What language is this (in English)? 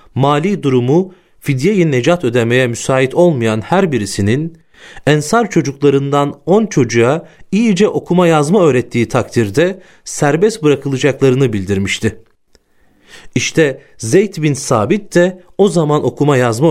Turkish